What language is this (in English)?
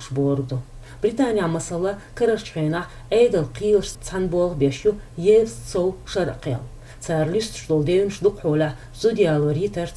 Chechen